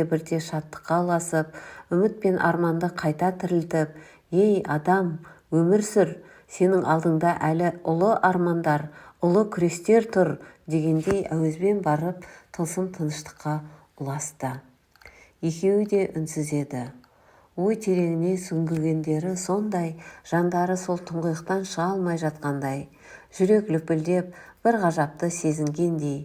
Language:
Kazakh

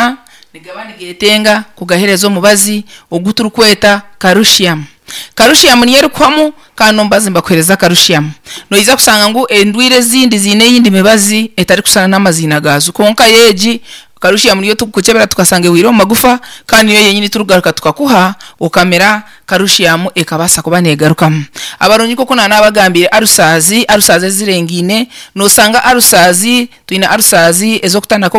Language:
Nyankole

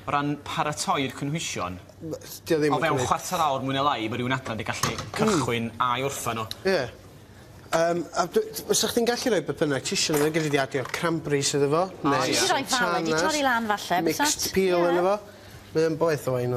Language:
Welsh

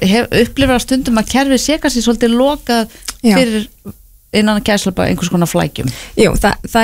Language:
Icelandic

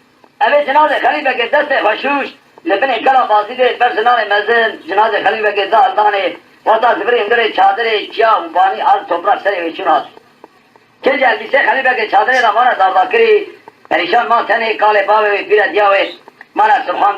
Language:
Kurdish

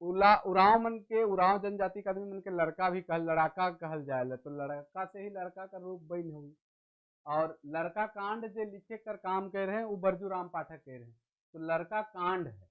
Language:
Sadri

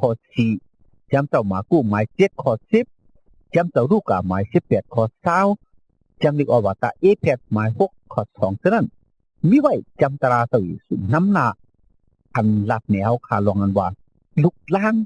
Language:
Shan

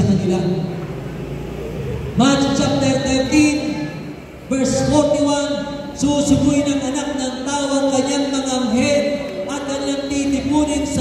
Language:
Filipino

